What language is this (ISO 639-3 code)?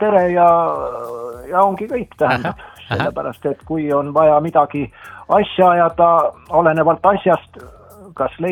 est